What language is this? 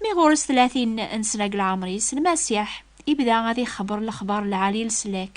Kabyle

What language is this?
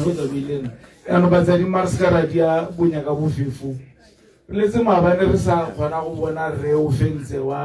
Tswana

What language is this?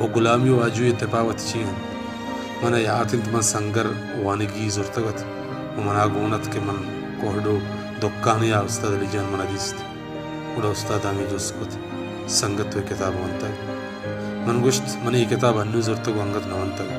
Baluchi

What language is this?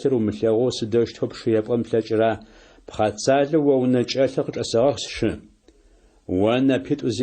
Adyghe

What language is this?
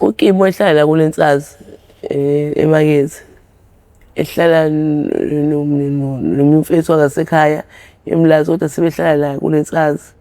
Zulu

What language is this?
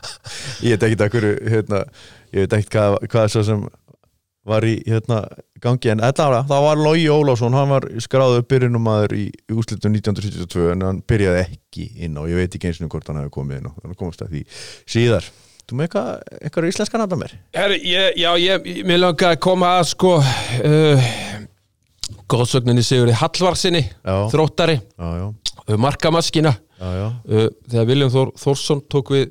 Icelandic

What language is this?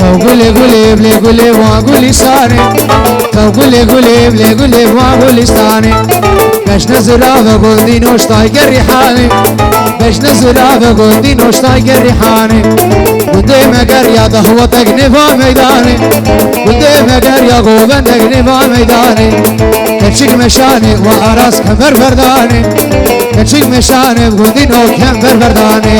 Kurdish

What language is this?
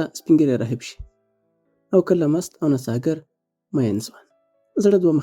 Pashto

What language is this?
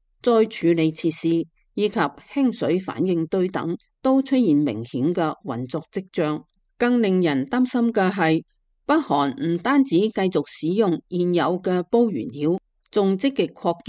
Cantonese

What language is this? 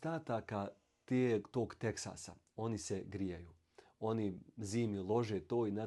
Bosnian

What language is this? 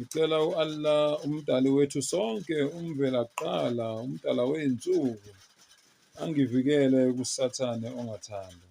Zulu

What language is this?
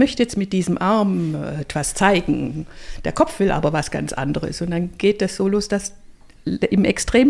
German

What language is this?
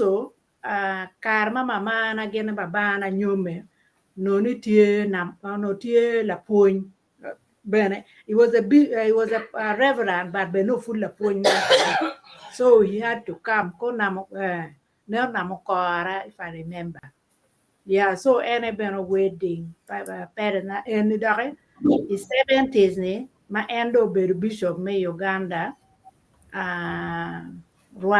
Acoli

